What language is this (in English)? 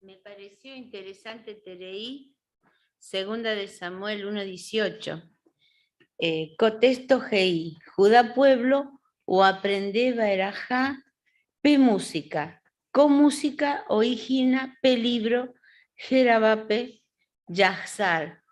Guarani